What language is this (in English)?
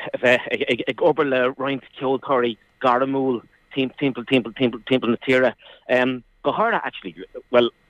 Irish